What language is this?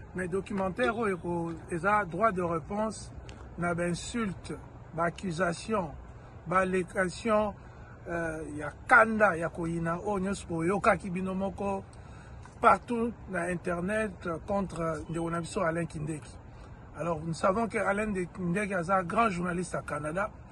Lingala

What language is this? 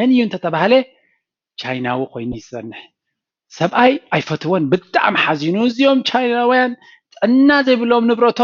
Tigrinya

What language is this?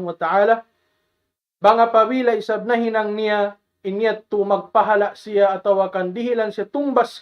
Tausug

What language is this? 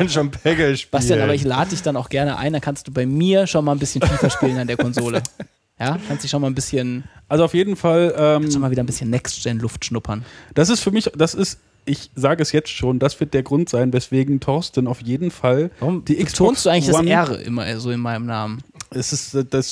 German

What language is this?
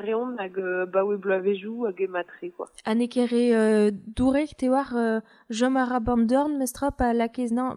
Breton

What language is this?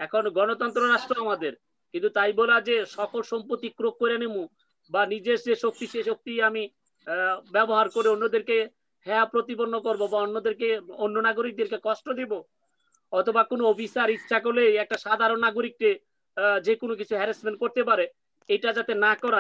Bangla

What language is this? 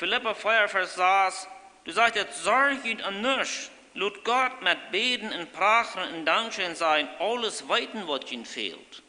Plautdietsch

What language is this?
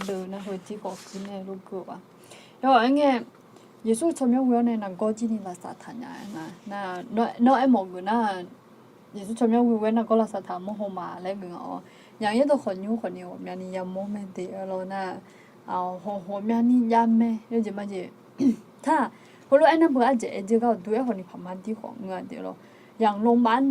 Akha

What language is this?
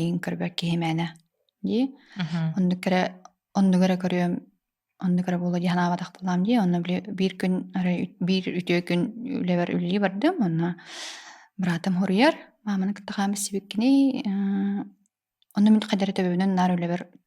Yakut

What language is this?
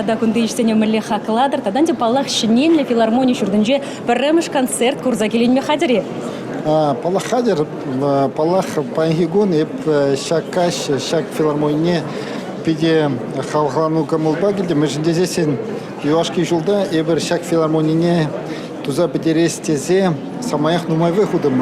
Chuvash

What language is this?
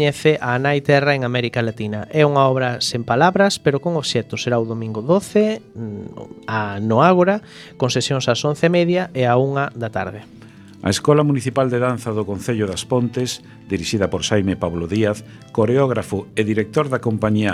Galician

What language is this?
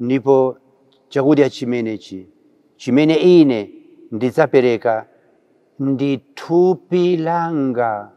Nyanja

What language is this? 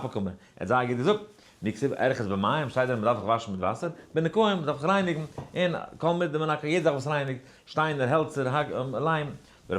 Yiddish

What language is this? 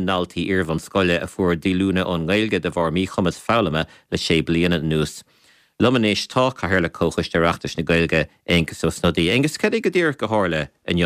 Irish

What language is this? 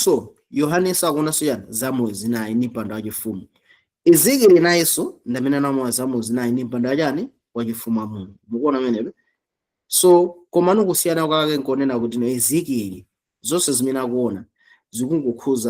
Nyanja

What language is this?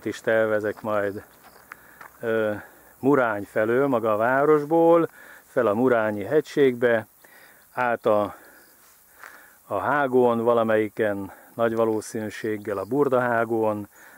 Hungarian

